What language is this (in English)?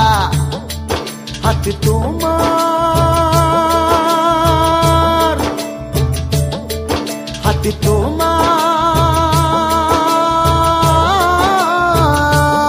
Bangla